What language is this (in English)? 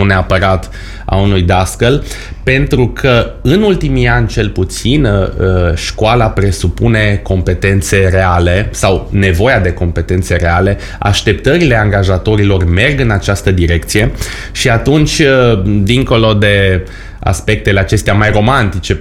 Romanian